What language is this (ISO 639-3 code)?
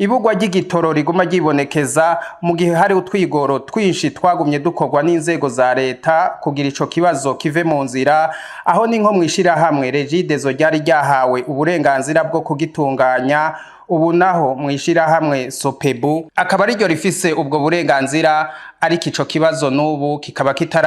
run